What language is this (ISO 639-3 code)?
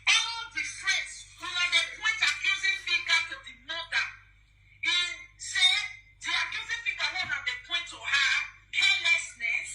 pcm